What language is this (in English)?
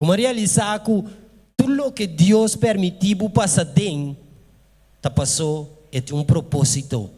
Papiamento